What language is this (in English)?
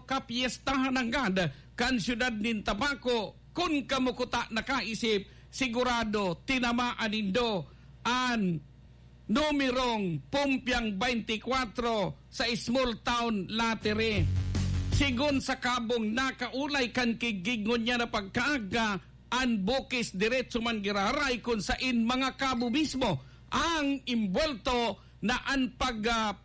Bikol